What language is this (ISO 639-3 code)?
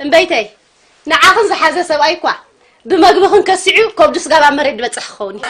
tir